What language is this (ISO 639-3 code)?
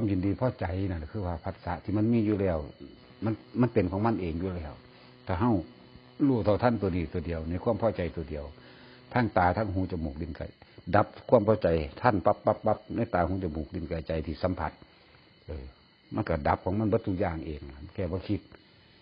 lao